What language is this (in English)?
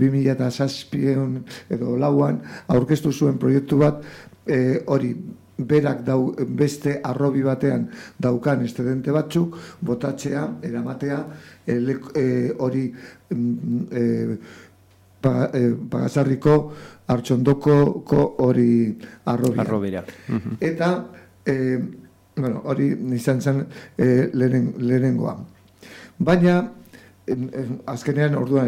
Basque